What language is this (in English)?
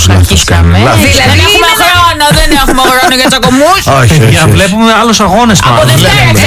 Greek